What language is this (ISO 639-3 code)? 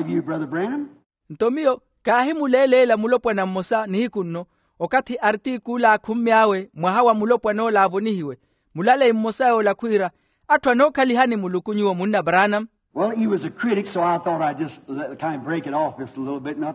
vmw